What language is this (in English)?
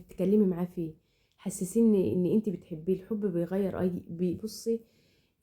Egyptian Arabic